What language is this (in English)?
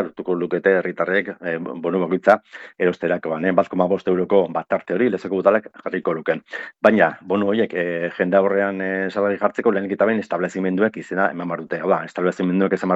Basque